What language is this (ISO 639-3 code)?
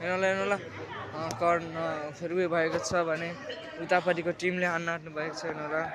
nep